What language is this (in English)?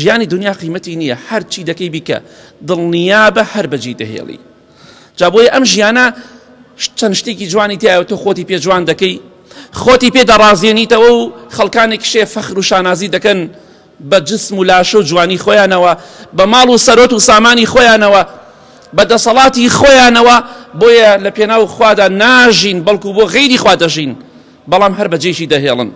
Central Kurdish